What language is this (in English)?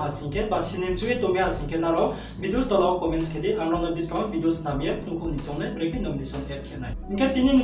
Riang (India)